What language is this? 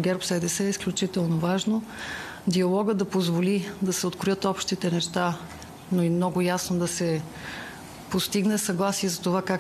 Bulgarian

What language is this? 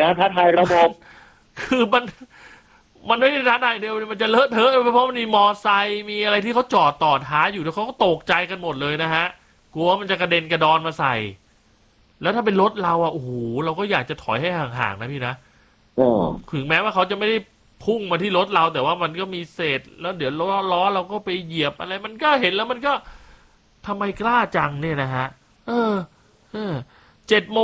Thai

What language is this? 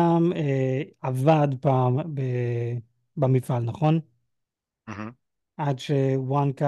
Hebrew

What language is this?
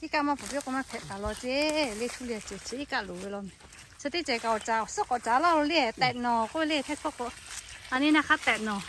Lahu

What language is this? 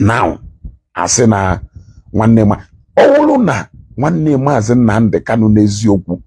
Igbo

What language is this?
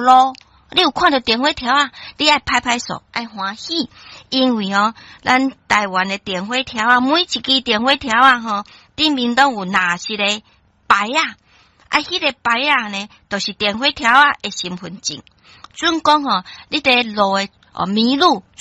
Min Nan Chinese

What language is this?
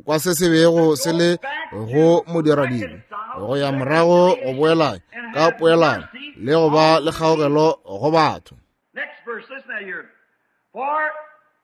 Northern Sotho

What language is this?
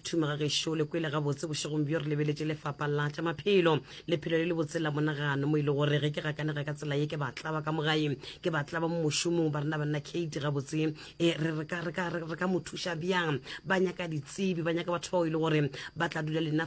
Northern Sotho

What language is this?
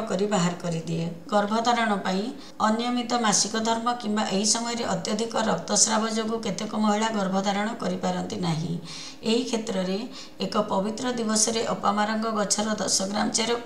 Odia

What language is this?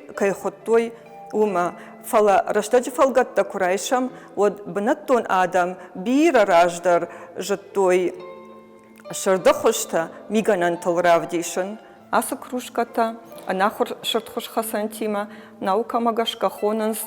Ossetic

